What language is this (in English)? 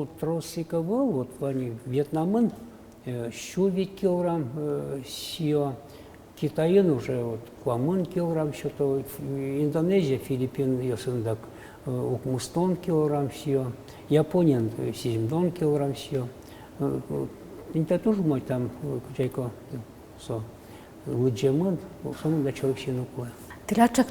Udmurt